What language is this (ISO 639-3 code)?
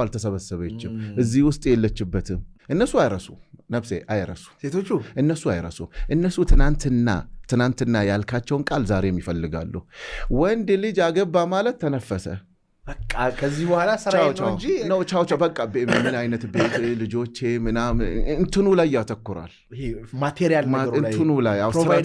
amh